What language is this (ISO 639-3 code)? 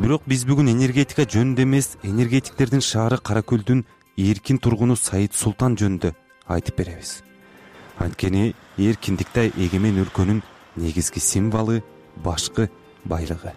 kir